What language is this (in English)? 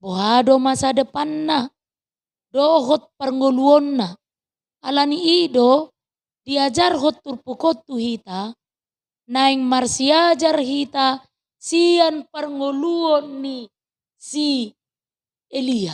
Batak Toba